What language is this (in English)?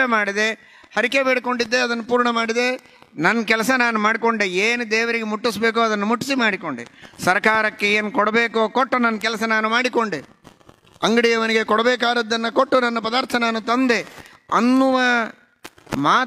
Kannada